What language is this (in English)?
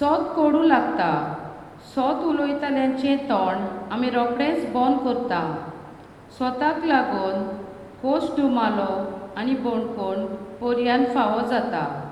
Konkani